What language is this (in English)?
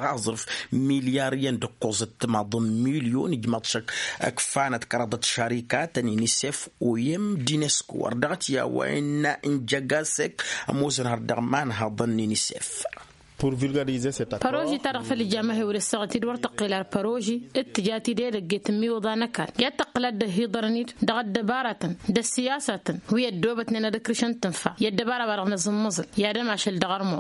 Tamasheq